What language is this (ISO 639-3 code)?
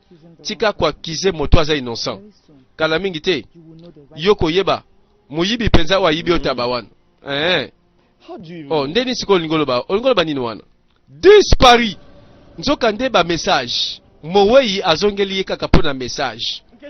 lin